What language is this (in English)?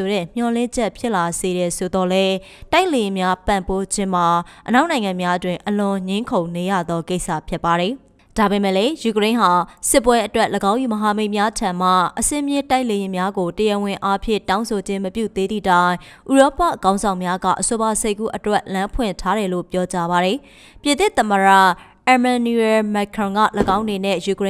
Burmese